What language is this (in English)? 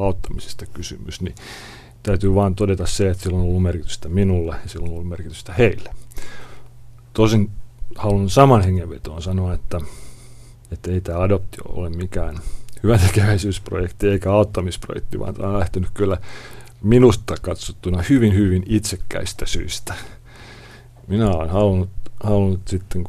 Finnish